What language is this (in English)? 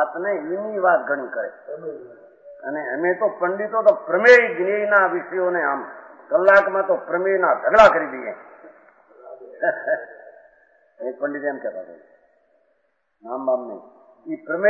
Gujarati